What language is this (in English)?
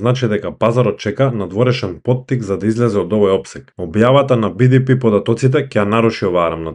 Macedonian